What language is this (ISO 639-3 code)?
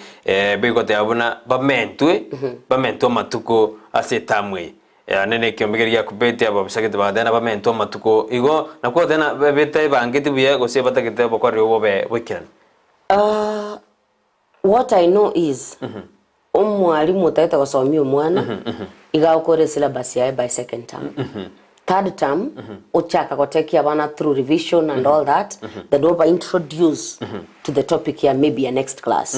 guz